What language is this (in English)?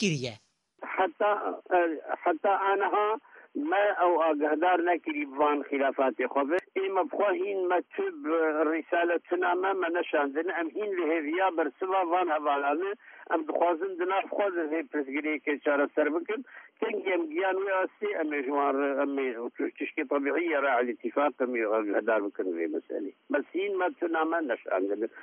Kurdish